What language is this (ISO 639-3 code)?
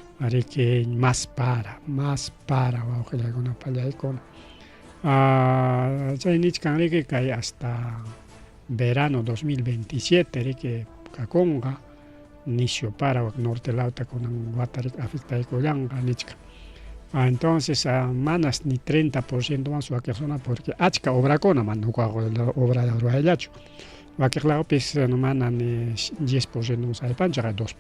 quy